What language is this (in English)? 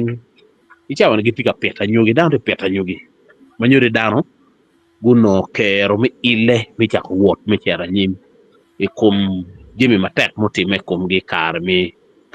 Acoli